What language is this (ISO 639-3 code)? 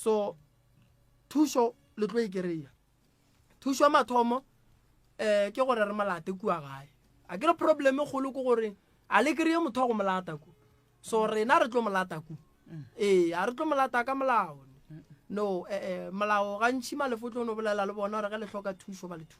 nso